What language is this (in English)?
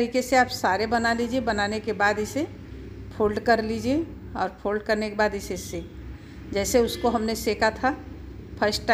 Hindi